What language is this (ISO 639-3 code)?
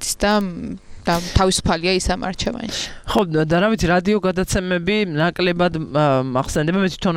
kat